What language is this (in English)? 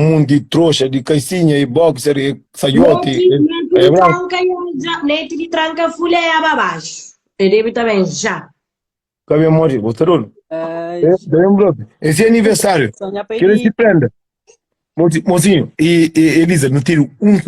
Kabuverdianu